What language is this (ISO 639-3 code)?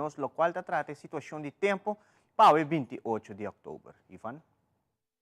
pap